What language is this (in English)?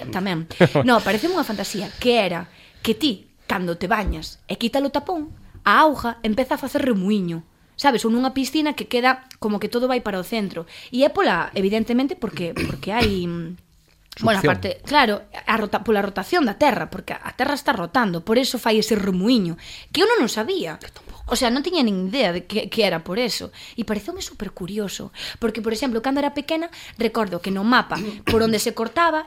Galician